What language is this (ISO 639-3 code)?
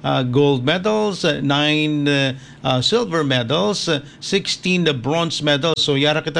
hil